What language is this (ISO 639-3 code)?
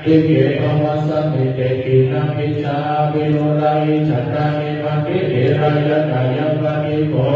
pli